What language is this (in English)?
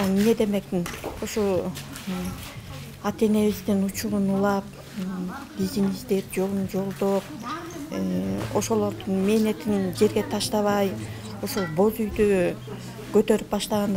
Kyrgyz